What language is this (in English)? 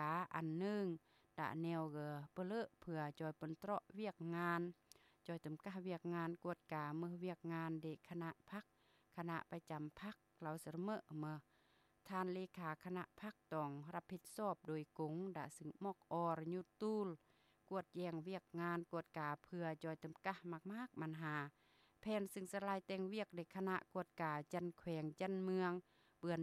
Lao